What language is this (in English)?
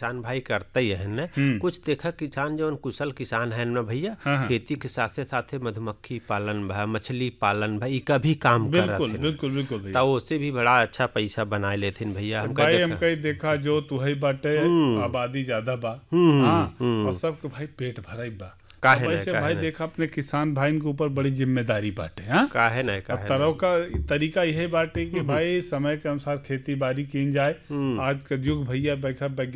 Bhojpuri